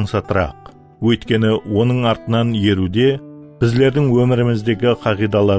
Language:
Kara-Kalpak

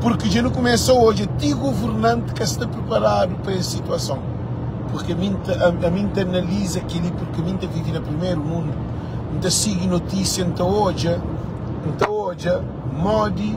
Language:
Kabuverdianu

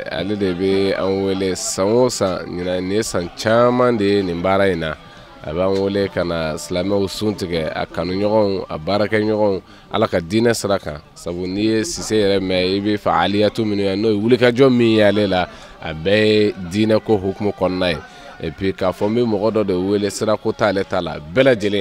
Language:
Bambara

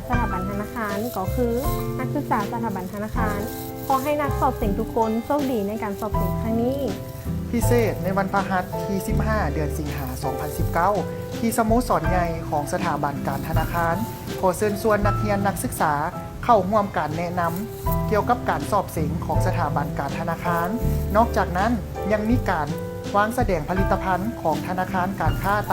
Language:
Lao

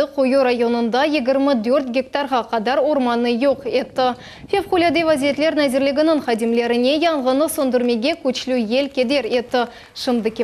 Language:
Crimean Tatar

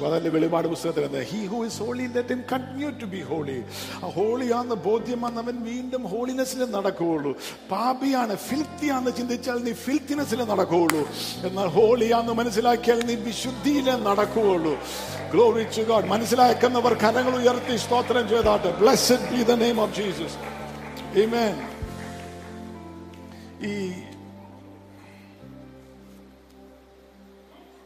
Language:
Malayalam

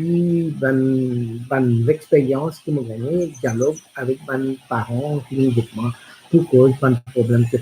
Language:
Morisyen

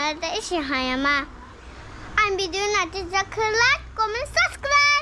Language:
Kok Borok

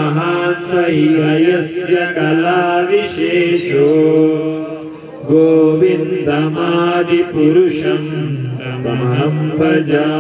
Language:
Kannada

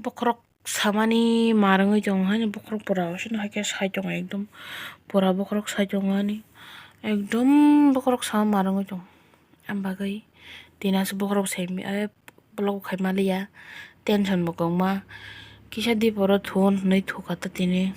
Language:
Kok Borok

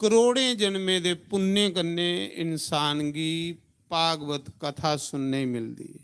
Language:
Dogri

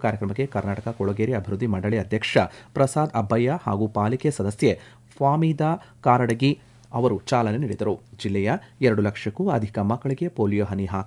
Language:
Kannada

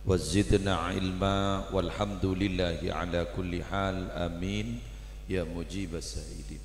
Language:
Madurese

